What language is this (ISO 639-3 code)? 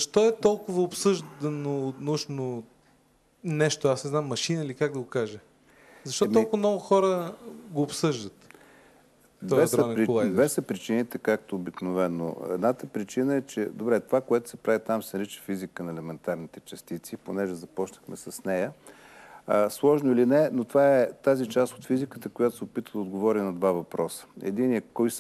bul